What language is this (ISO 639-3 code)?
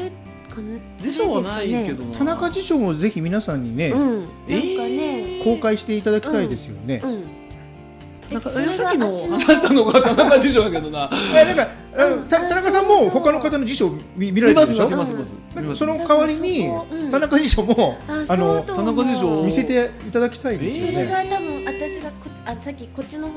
jpn